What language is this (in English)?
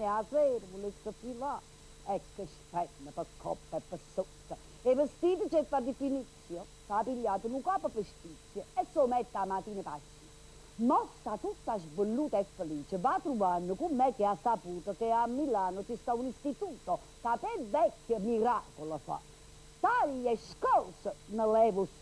Neapolitan